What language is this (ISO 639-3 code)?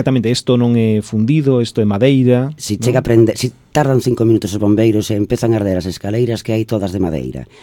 glg